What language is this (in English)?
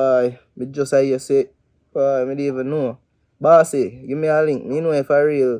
Jamaican Creole English